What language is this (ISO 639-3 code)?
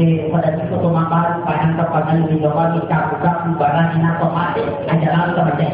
bug